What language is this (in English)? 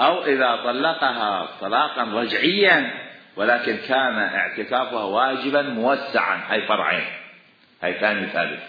Mesopotamian Arabic